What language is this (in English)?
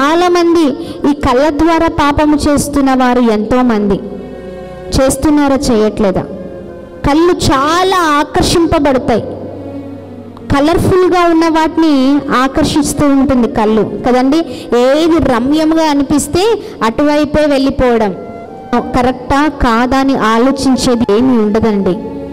Telugu